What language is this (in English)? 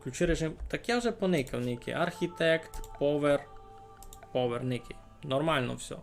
Rusyn